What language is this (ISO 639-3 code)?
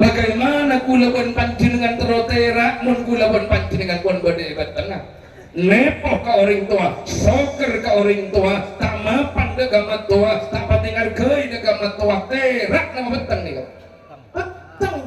mad